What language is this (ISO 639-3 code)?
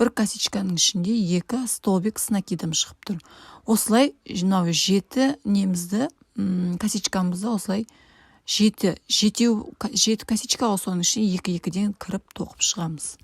kaz